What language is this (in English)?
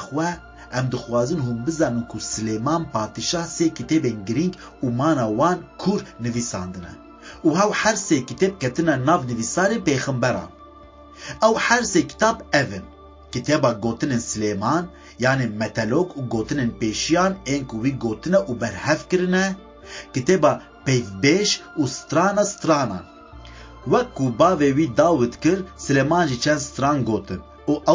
Kurdish